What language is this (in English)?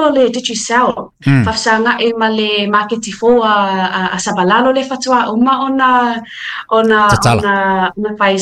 Samoan